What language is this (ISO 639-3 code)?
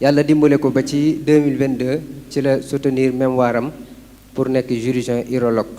wol